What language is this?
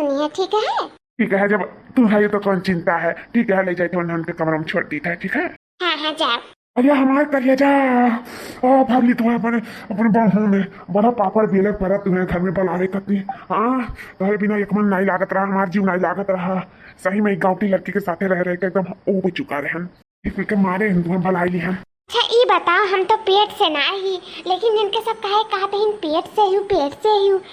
Awadhi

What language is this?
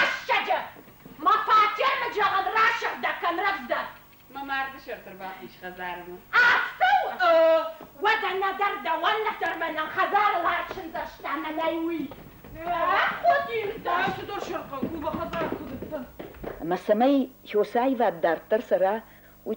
Ossetic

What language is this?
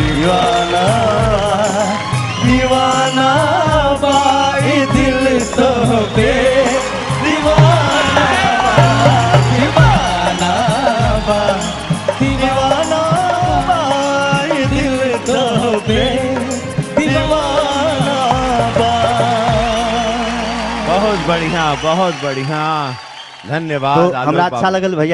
Bhojpuri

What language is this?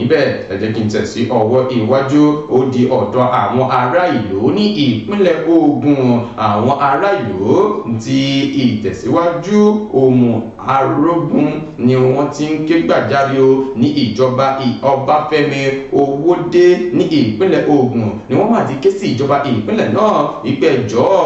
Yoruba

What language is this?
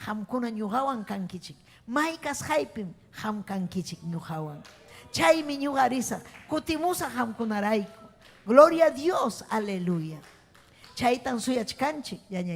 Ayacucho Quechua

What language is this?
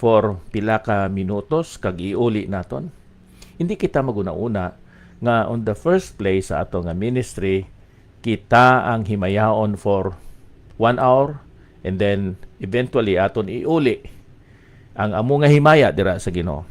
Hiligaynon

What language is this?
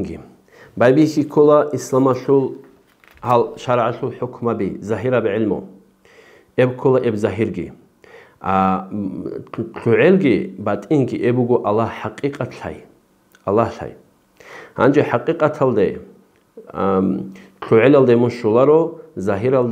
Avaric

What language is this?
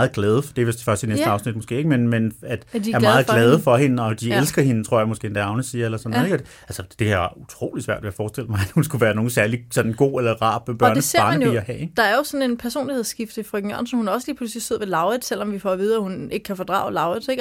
Danish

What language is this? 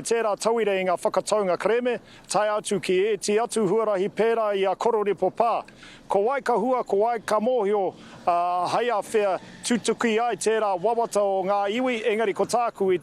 Māori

